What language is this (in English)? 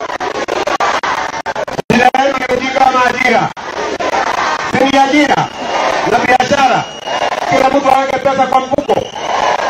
Swahili